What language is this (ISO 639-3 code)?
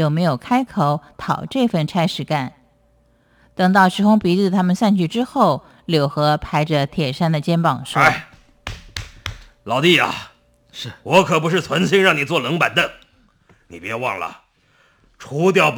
zho